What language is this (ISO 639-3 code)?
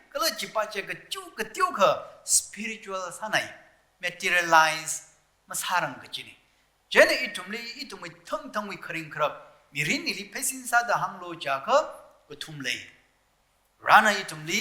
nmf